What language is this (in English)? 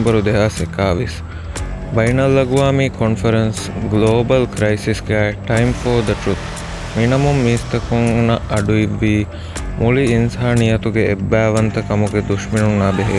Divehi